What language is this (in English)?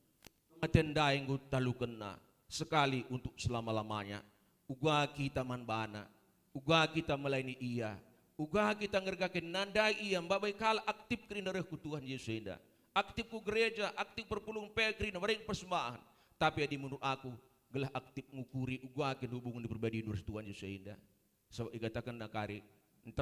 Batak Karo